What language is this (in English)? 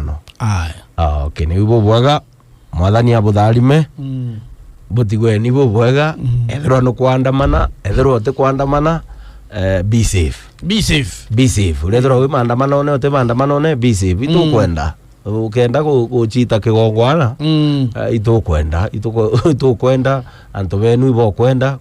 Meru